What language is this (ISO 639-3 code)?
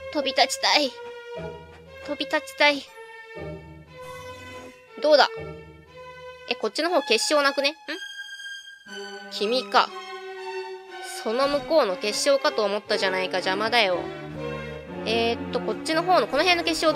jpn